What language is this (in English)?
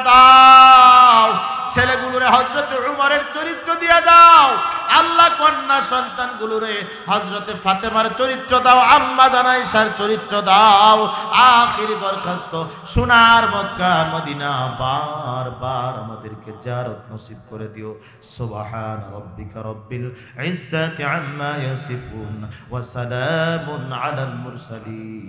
Bangla